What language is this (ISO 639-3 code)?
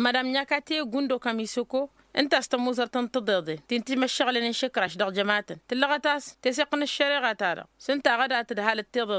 taq